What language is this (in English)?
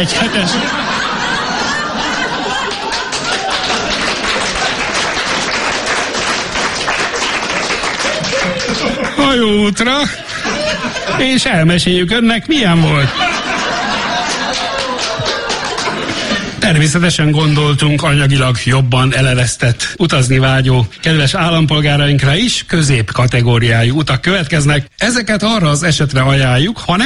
Hungarian